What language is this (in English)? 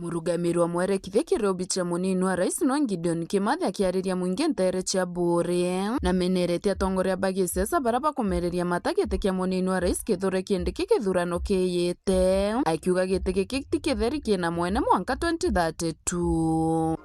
Meru